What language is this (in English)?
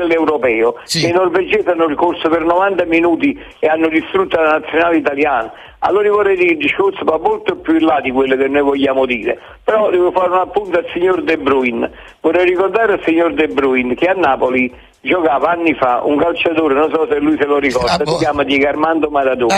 Italian